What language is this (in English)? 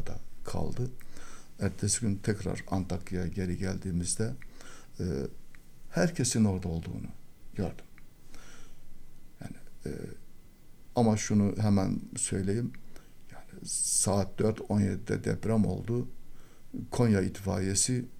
Turkish